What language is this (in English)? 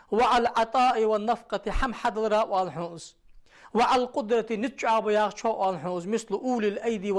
Ingush